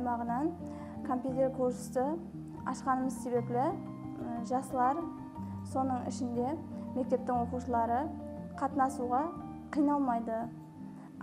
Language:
Kara-Kalpak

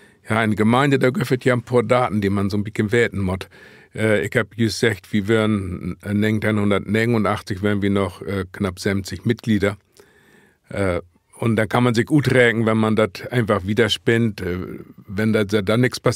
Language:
Low German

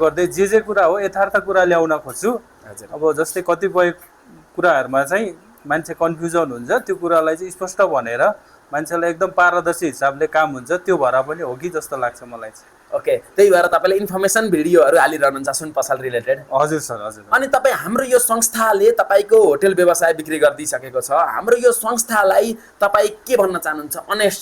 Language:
Nepali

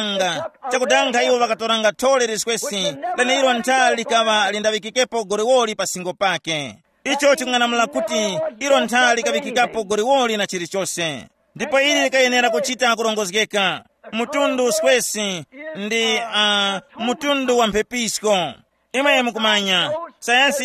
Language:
Tumbuka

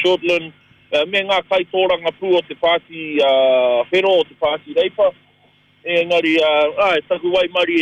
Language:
Māori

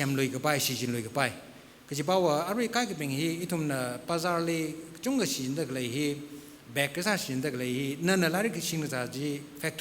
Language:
Tangkhul Naga (India)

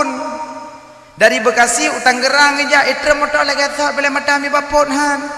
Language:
Achinese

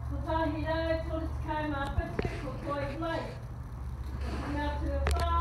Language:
Māori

